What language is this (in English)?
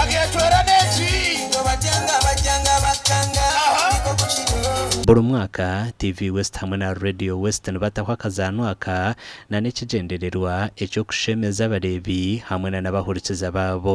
Nyankole